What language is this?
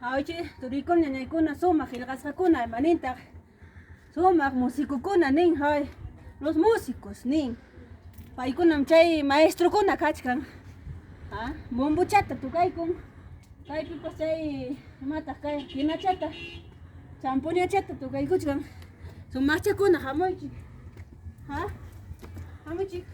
Ayacucho Quechua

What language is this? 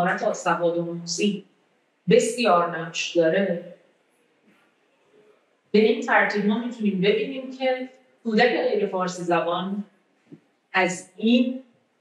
Persian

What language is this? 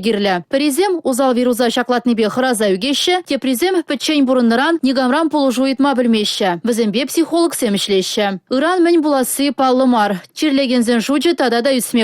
Chuvash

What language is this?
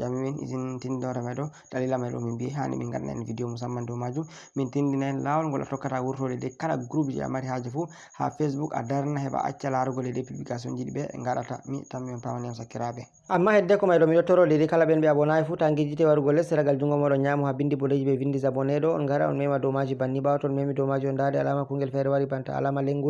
Fula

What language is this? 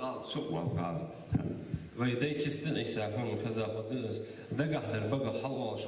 Ingush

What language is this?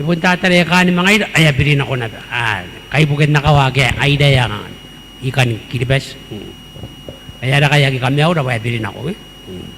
Gilbertese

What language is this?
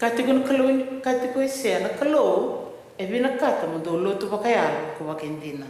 Fijian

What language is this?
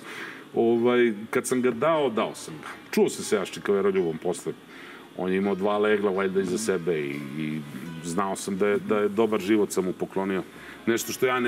Serbian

